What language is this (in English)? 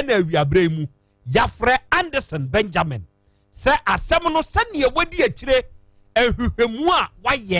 Akan